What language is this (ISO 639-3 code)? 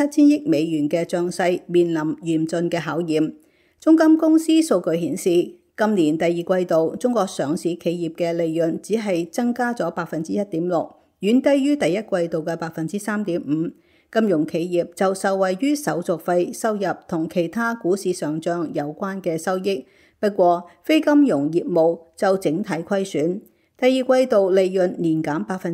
yue